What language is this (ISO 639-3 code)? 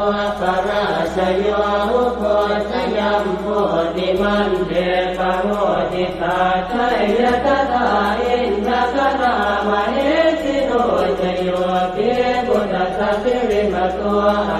pli